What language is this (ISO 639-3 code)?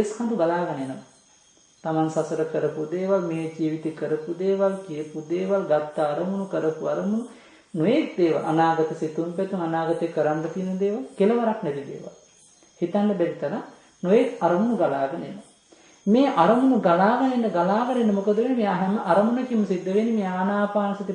sin